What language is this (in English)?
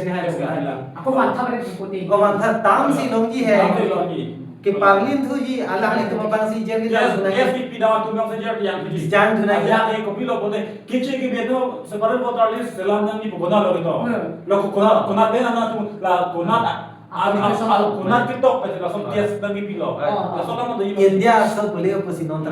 Karbi